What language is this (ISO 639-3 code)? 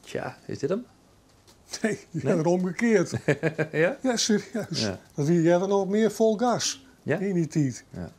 fry